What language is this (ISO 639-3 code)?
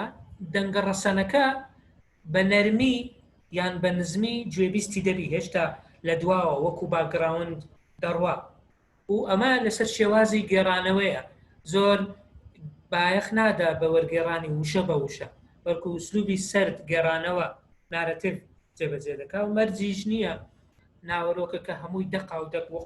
ckb